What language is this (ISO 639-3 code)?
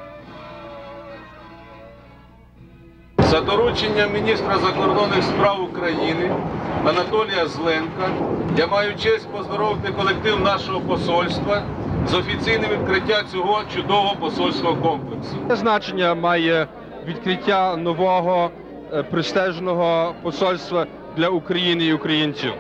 ukr